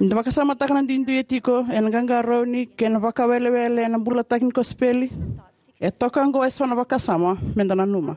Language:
Fijian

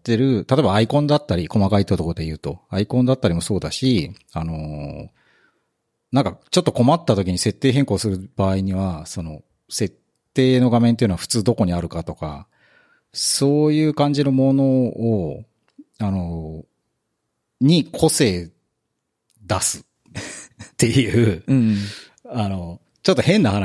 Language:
Japanese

